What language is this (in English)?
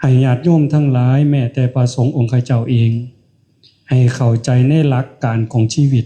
Northeastern Thai